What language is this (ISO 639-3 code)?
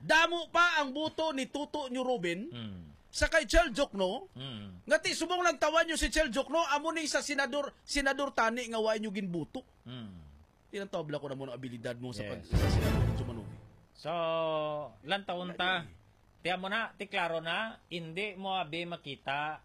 hil